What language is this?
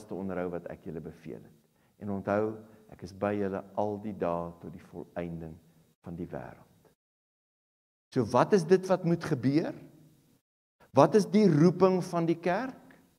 Afrikaans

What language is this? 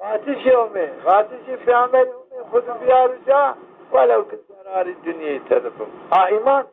Zaza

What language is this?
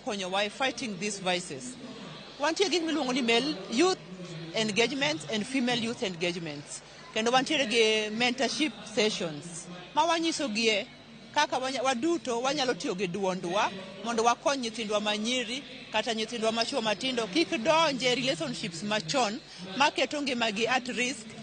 Luo (Kenya and Tanzania)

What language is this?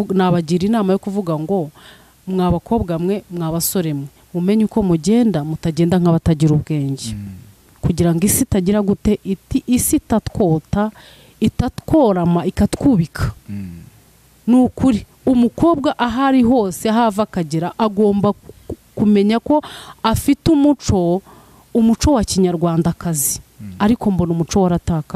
Kinyarwanda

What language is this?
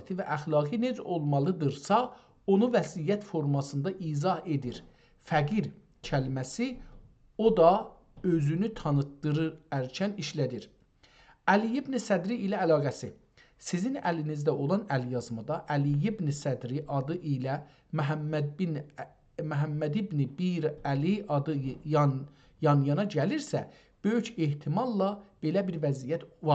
South Azerbaijani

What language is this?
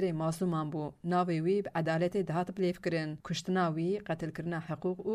Kurdish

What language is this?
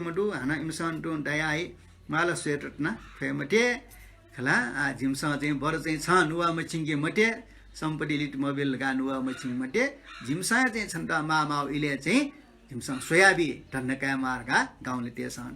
Newari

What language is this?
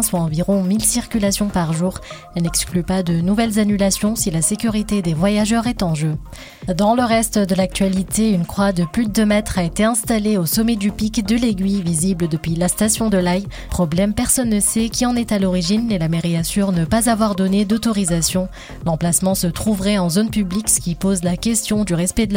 French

